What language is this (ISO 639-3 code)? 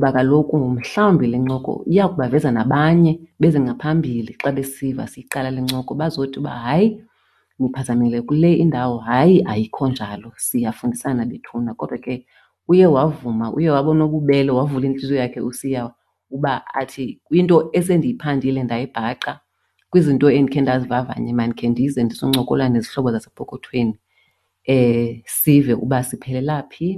xho